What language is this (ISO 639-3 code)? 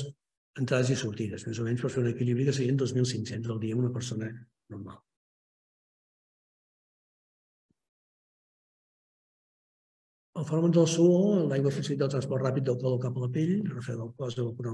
cat